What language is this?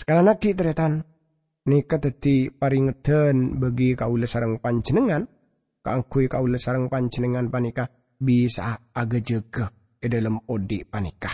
Madurese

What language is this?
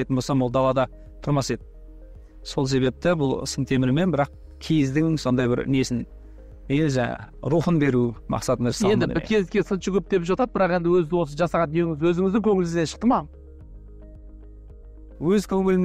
Kazakh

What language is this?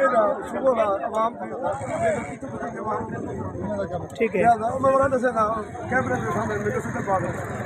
Saraiki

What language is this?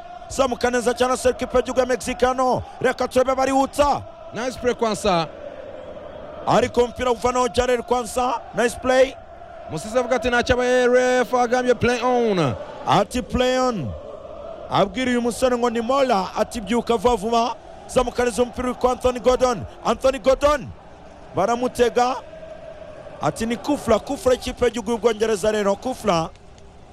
Kinyarwanda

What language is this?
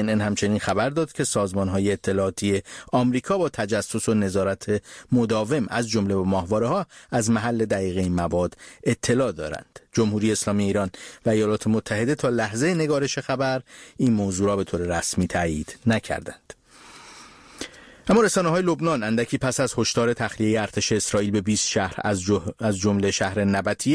Persian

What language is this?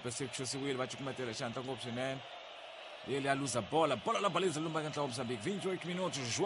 Tsonga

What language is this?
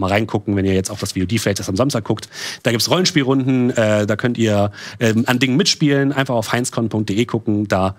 German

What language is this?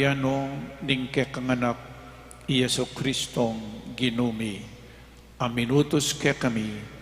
Pampanga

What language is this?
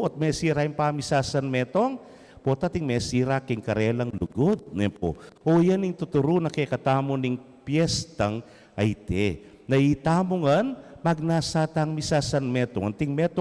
Pampanga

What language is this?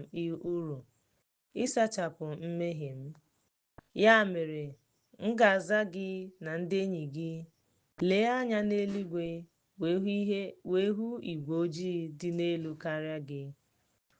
Igbo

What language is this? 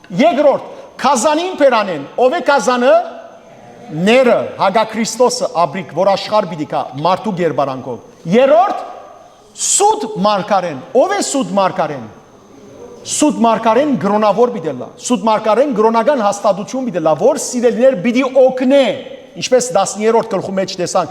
Western Armenian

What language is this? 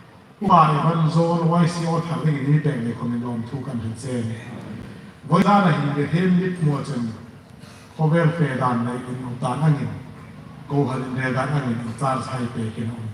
Hmar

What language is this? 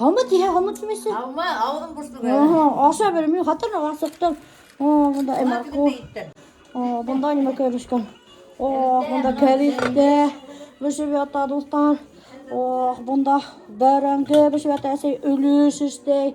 Bashkir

